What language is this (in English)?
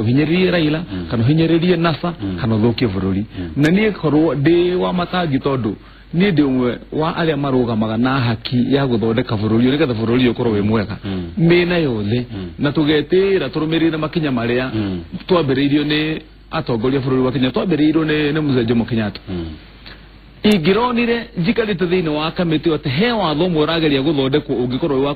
Kikuyu